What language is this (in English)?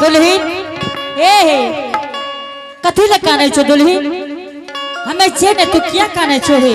Angika